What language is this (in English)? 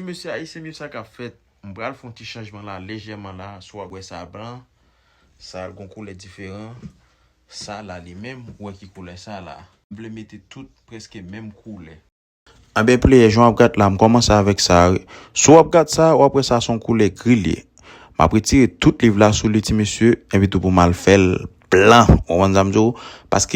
Haitian Creole